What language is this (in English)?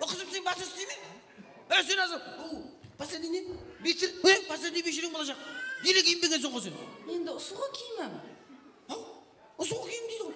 Kara-Kalpak